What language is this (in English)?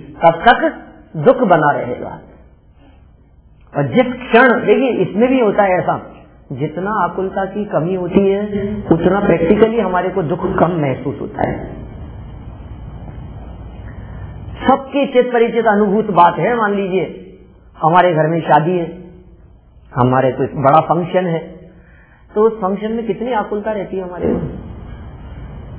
Hindi